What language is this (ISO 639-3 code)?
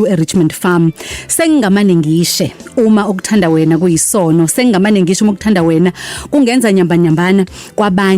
zul